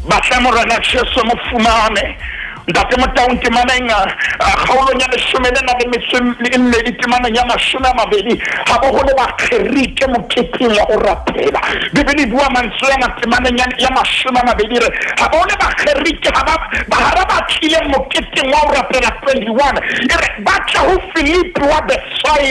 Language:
Southern Sotho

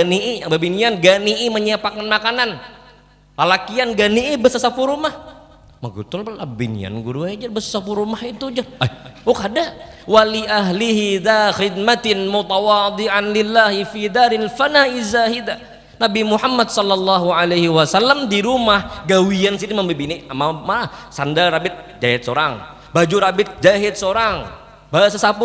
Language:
Banjar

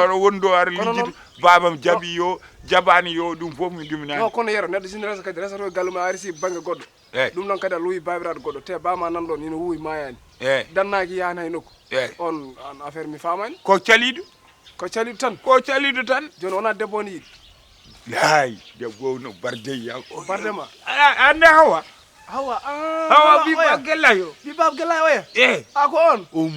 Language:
Fula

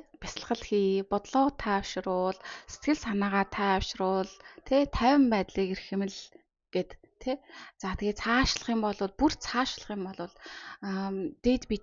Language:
Mongolian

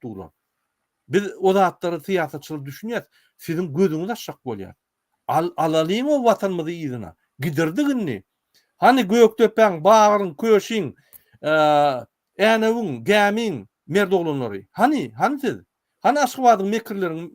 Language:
Turkmen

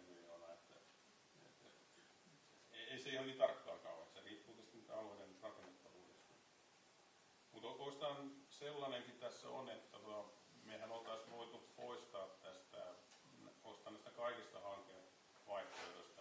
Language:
Finnish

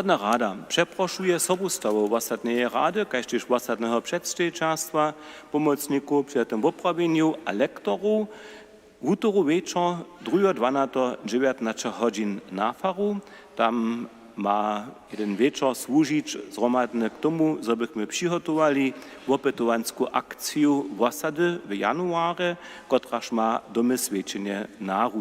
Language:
Upper Sorbian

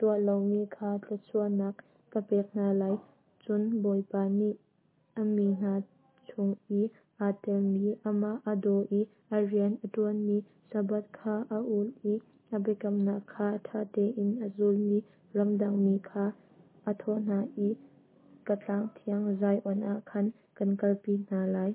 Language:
Hakha Chin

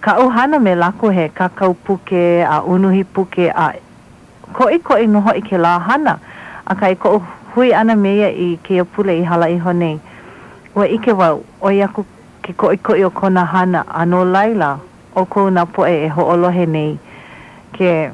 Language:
Hawaiian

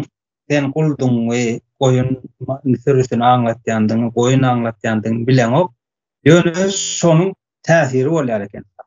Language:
Turkmen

